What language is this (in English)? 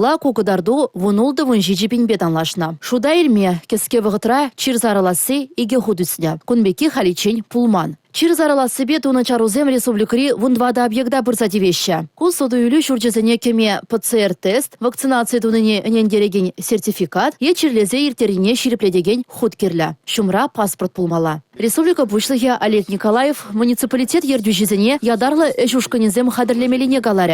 Chuvash